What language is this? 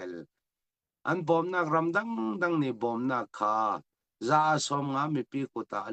Falam Chin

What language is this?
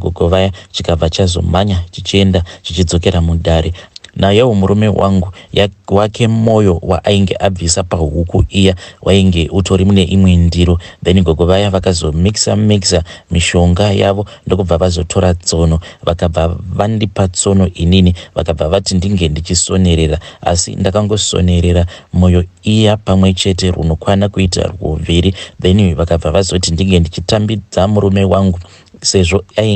Shona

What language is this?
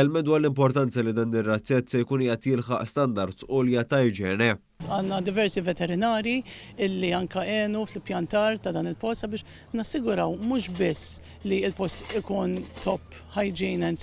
Maltese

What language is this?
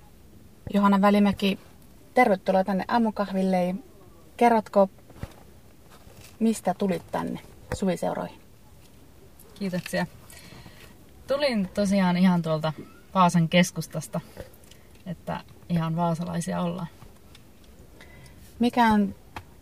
Finnish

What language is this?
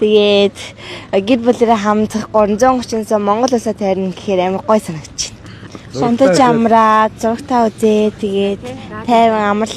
Mongolian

